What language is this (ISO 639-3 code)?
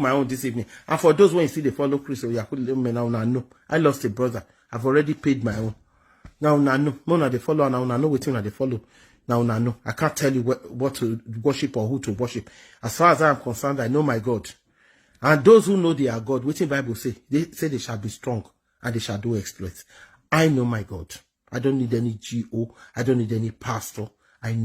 pcm